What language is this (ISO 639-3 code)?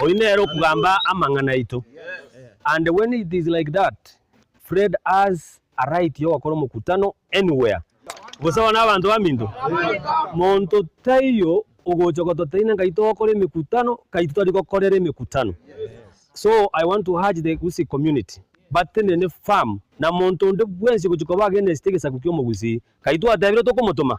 guz